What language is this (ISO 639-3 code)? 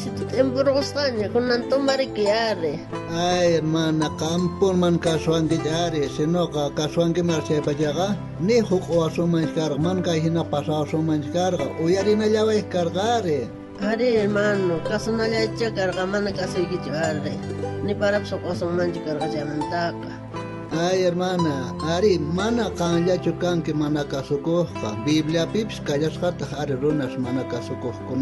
quh